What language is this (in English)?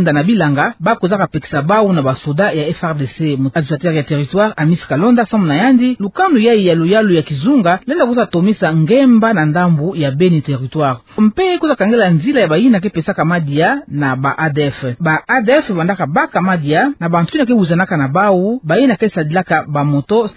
Kituba (Democratic Republic of Congo)